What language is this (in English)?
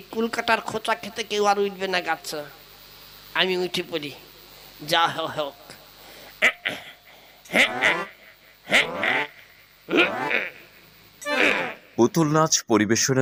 Bangla